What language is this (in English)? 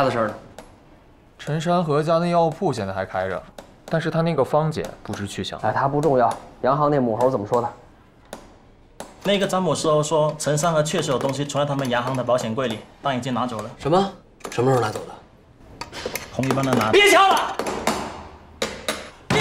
Chinese